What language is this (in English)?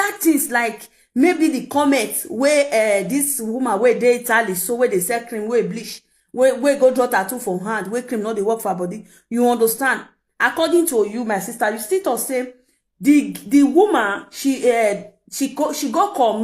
Nigerian Pidgin